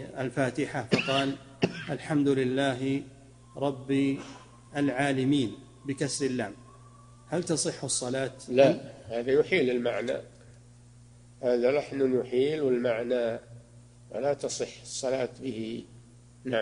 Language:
Arabic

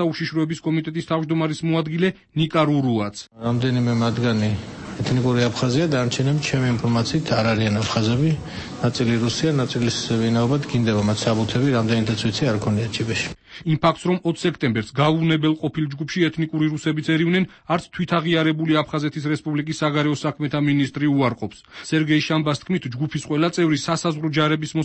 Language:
Georgian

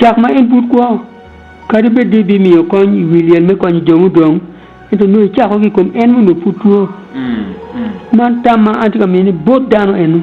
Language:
Acoli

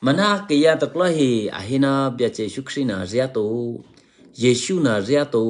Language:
Eastern Kayah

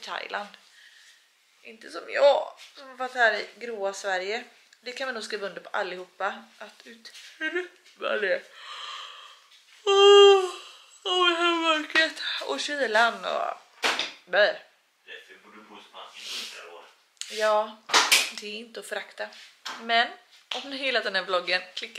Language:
Swedish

